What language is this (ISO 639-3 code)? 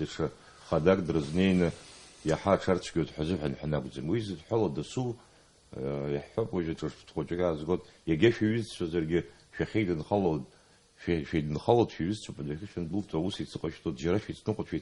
abk